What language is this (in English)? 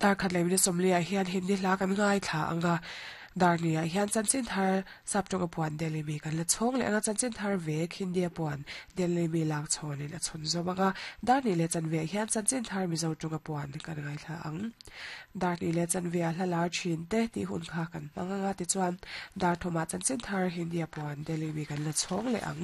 Mizo